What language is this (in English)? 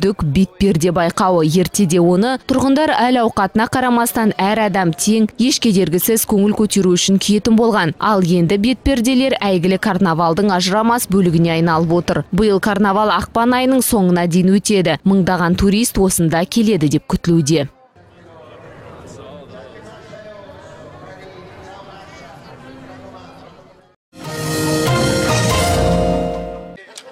Kazakh